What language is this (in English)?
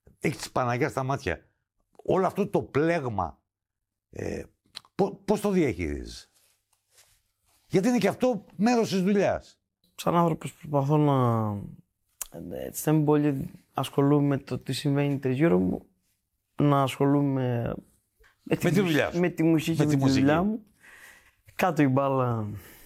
Greek